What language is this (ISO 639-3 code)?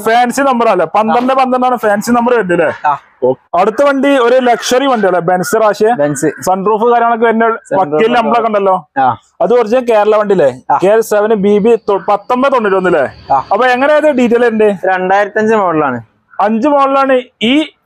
mal